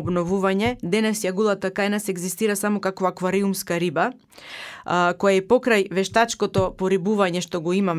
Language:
Macedonian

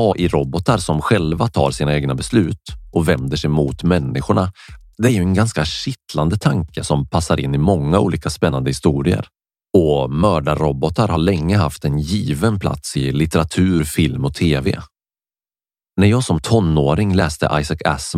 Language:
Swedish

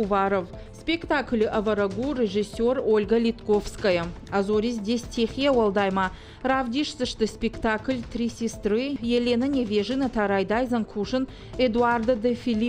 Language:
Ossetic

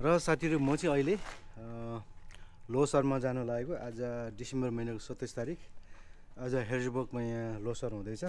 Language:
Nepali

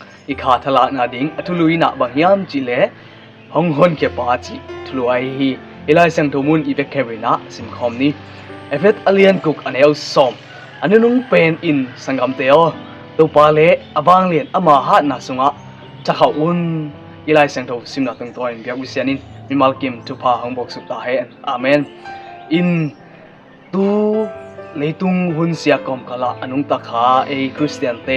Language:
Tedim Chin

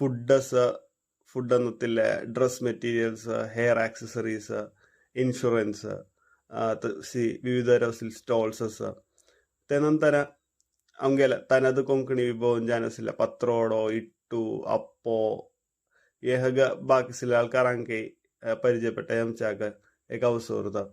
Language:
Konkani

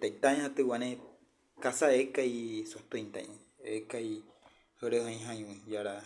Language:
Wayuu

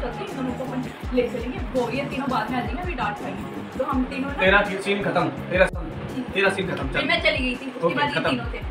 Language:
Hindi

